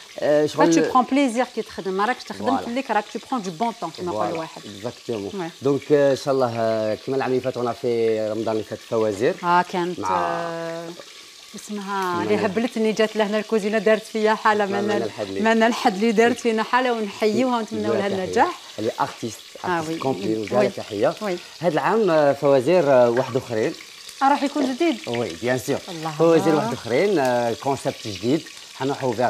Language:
Algerian Arabic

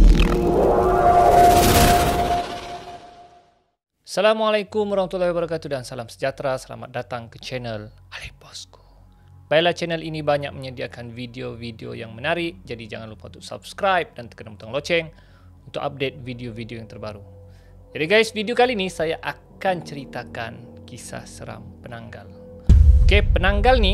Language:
Malay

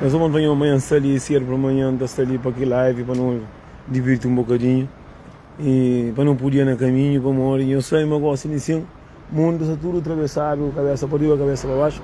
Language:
Kabuverdianu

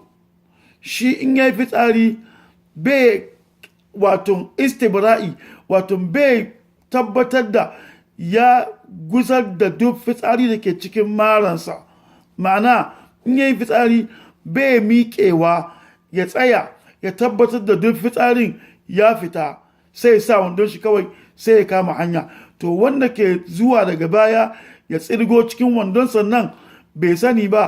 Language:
Hausa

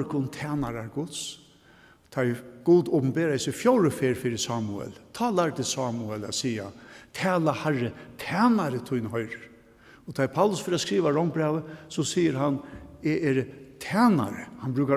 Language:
Faroese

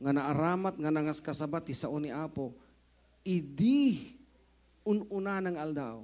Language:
Iloko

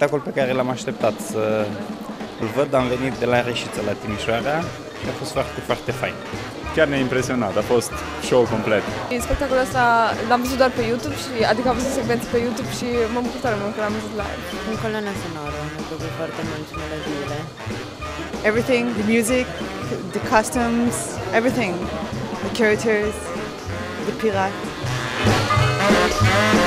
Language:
Romanian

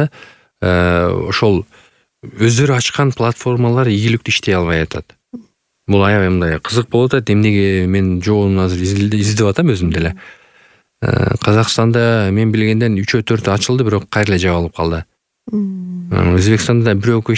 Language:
Kyrgyz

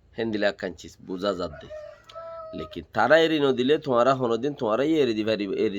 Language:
Rohingya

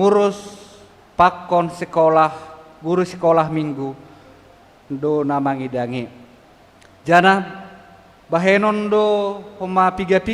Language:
Batak Simalungun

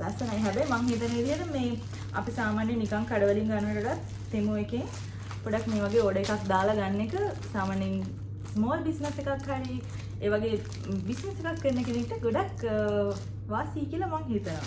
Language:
Sinhala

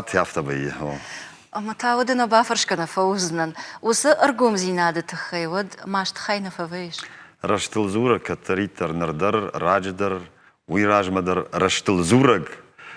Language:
Ossetic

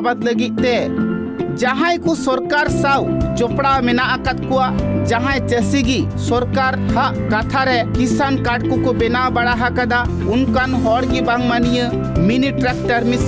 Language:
Santali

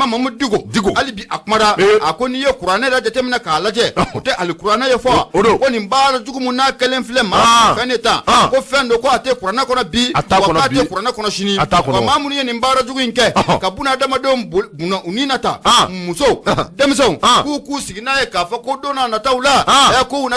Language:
Bambara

